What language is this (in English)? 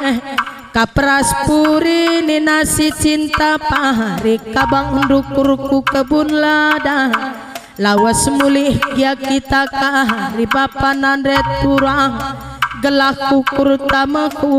Batak Karo